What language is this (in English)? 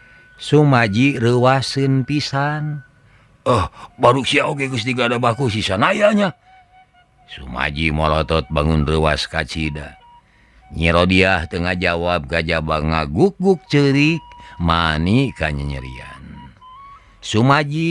Sundanese